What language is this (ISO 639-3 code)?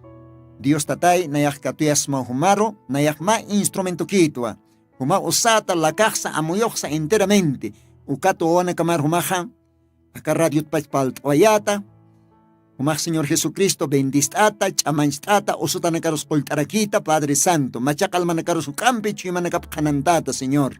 aym